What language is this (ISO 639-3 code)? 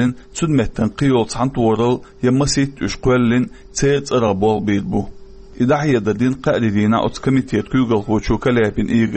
che